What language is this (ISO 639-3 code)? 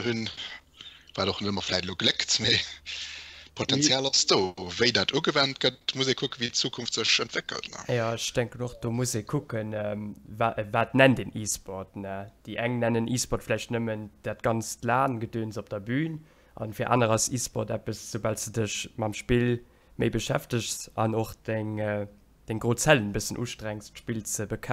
ltz